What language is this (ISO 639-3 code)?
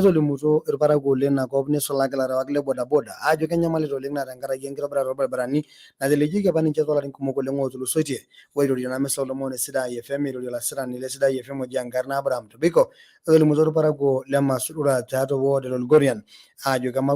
mas